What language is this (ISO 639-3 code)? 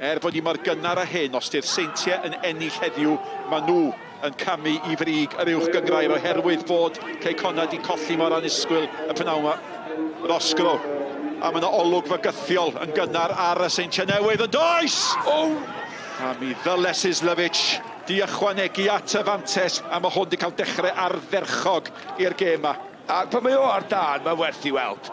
cym